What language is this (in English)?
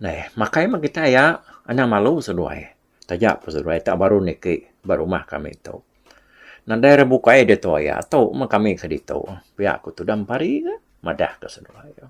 Iban